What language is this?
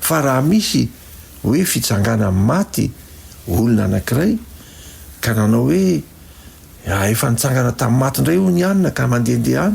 Malagasy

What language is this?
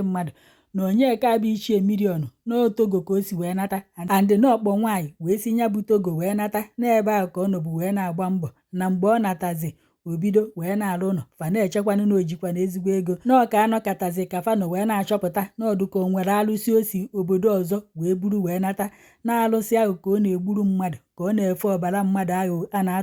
Igbo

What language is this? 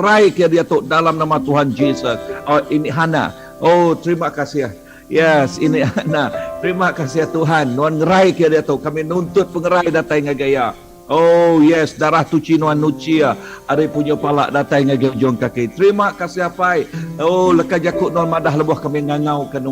Iban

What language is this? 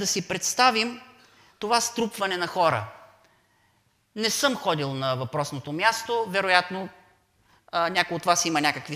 Bulgarian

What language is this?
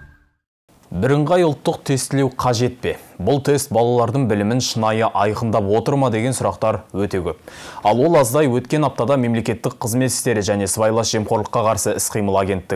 Kazakh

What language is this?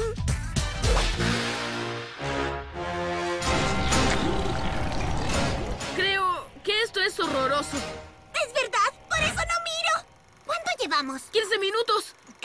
Spanish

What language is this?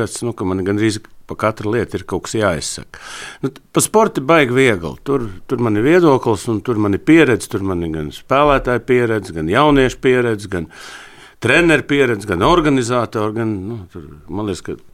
Latvian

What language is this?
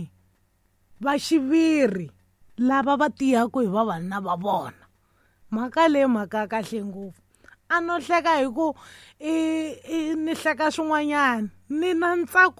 Tsonga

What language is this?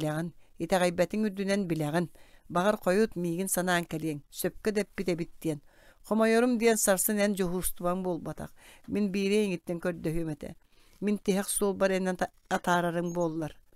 Yakut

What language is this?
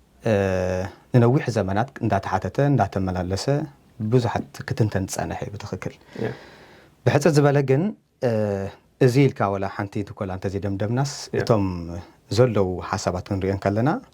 Tigrinya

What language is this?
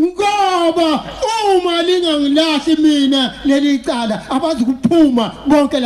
Zulu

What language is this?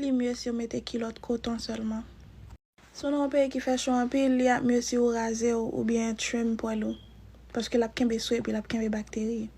Haitian Creole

